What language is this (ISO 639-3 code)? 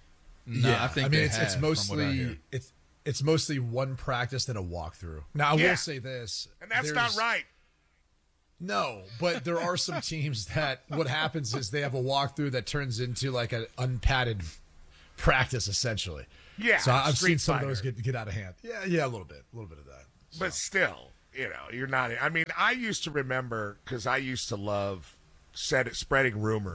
eng